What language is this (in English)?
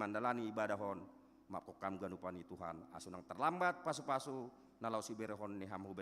Batak Simalungun